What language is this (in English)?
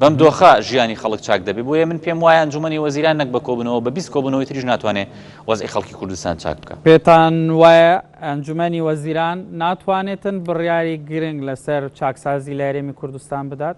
Central Kurdish